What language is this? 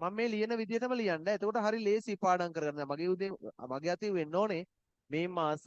Sinhala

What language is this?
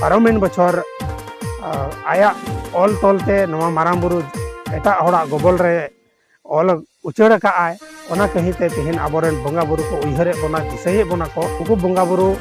Santali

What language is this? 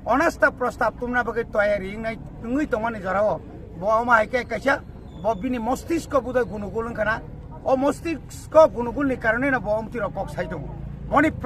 Kok Borok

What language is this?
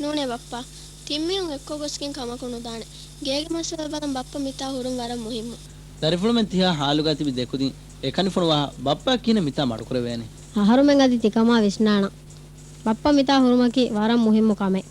Divehi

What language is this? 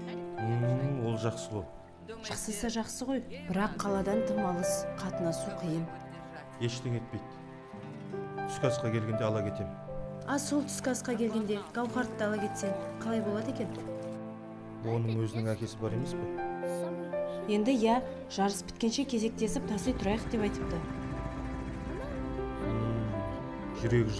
Kazakh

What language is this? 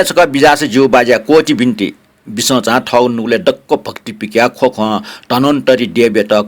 Newari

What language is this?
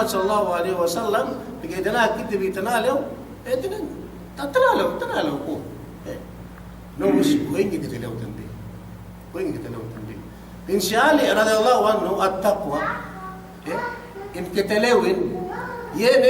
Yakan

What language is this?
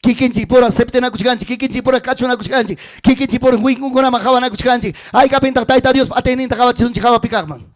Ayacucho Quechua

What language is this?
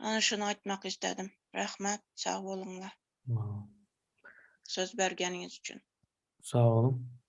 Turkmen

